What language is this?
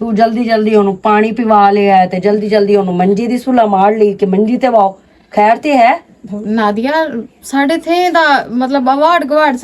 Western Panjabi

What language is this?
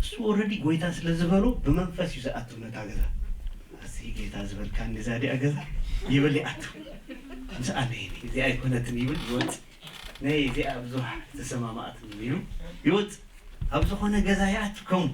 Tigrinya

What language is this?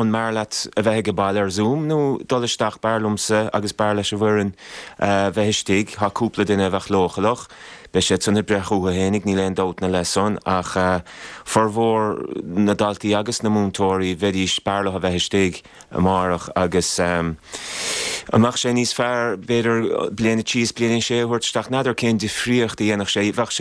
Irish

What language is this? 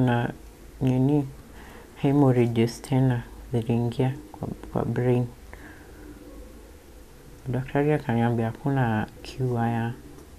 Swahili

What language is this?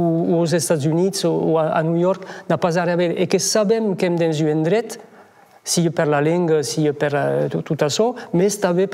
Occitan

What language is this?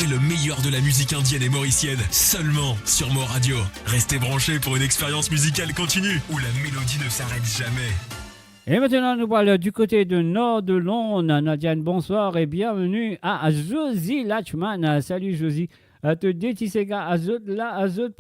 Morisyen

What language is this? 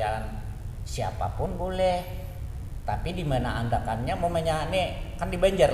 Banjar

